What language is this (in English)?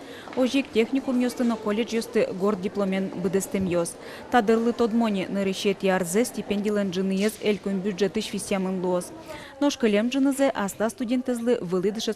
Udmurt